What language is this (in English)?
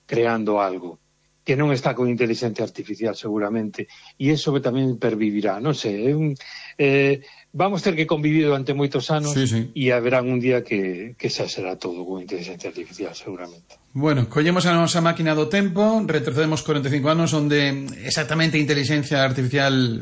Galician